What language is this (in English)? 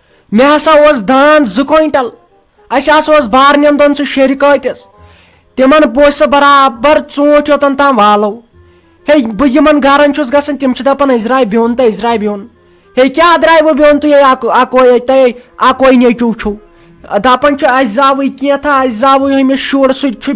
Kashmiri